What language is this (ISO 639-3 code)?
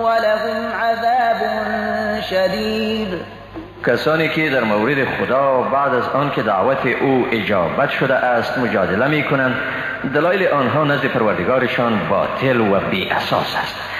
fas